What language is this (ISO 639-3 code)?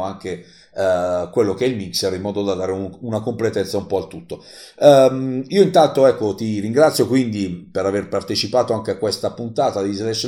ita